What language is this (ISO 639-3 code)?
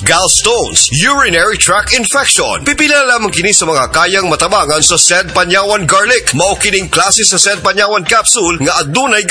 ceb